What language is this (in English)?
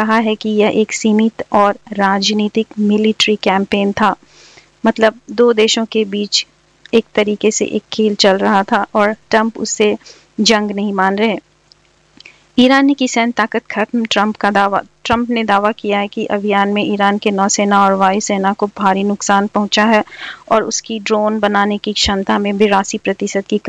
Hindi